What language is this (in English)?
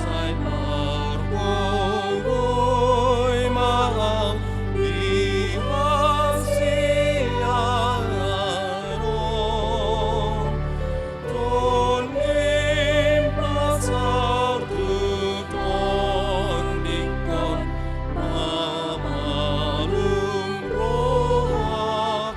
Batak Toba